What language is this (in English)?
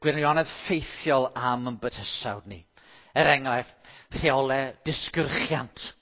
Welsh